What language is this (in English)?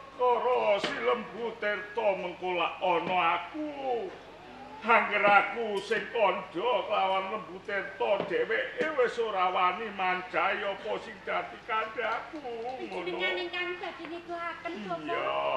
Javanese